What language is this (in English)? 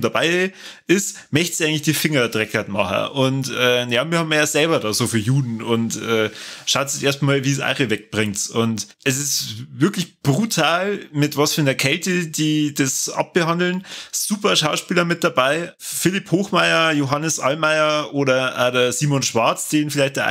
Bavarian